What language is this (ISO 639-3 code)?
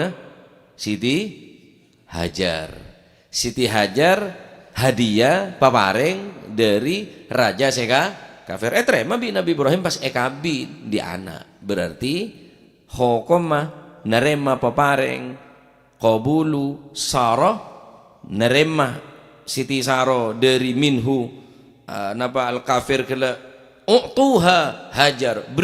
mad